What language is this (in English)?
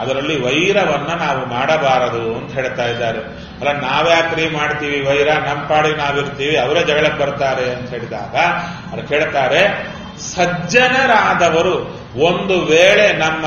Kannada